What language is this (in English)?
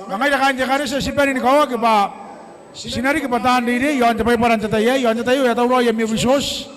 Gilbertese